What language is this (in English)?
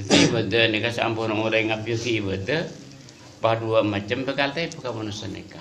Madurese